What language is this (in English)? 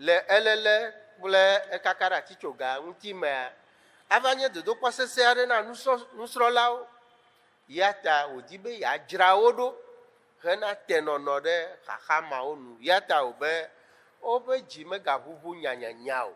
Ewe